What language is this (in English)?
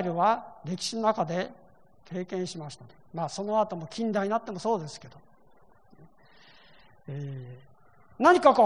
Japanese